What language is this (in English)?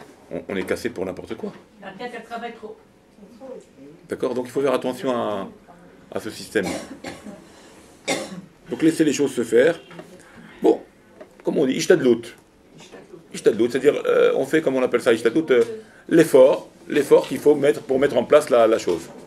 French